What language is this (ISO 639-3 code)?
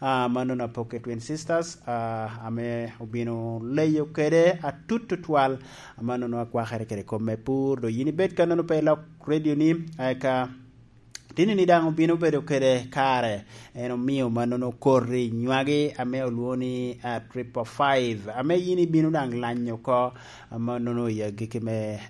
laj